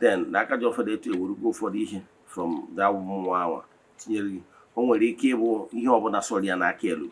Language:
Igbo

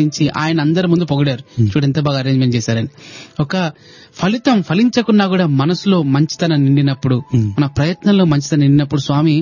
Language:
Telugu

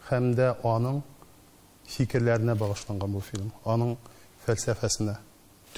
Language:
Tatar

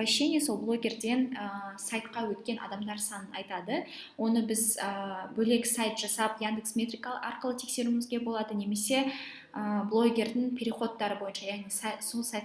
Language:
Kazakh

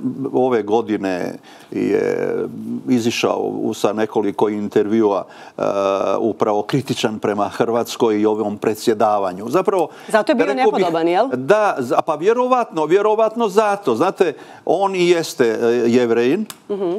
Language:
Serbian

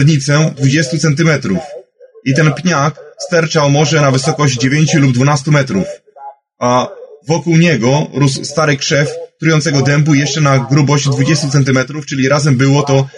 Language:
Polish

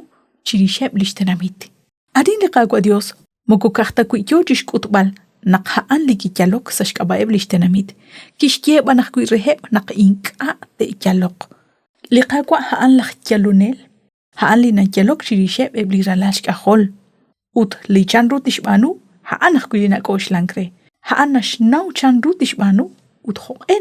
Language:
Kekchí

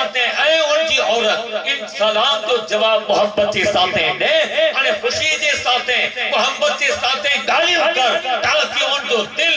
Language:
Sindhi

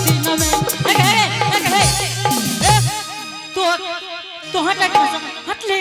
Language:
Angika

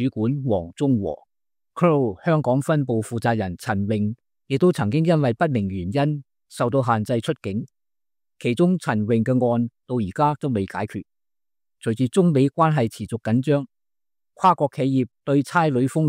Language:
Cantonese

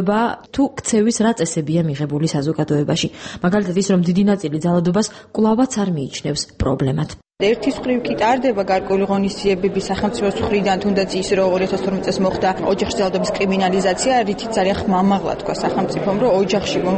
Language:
Georgian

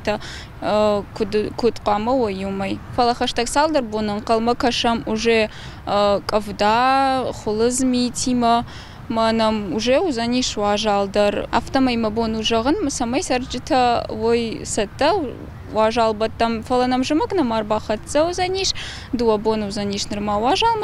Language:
Ossetic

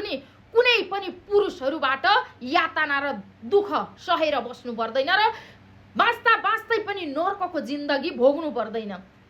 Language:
Nepali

